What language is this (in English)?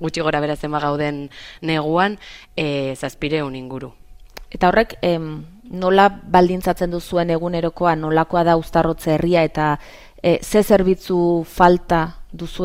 Basque